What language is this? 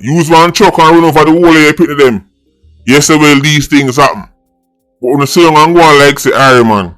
Jamaican Creole English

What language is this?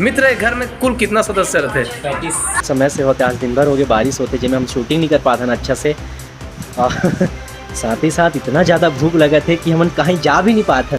Chhattisgarhi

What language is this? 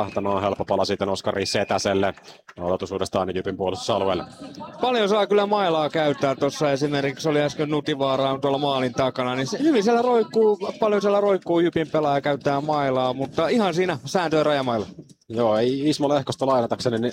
Finnish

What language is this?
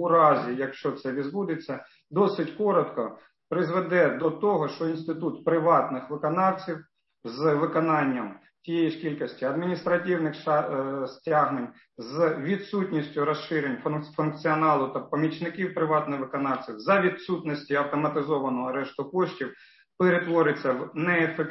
Ukrainian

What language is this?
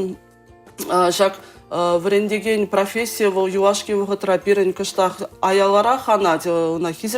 Chuvash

